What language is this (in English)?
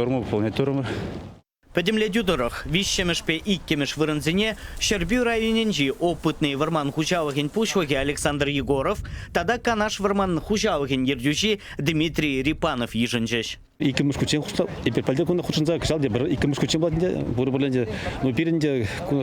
Chuvash